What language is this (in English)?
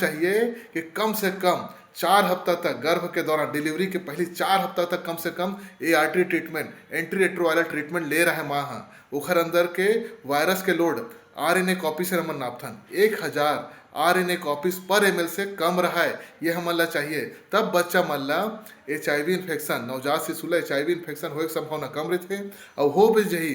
Chhattisgarhi